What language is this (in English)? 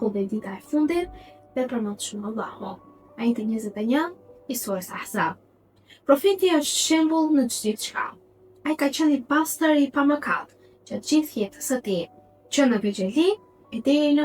Albanian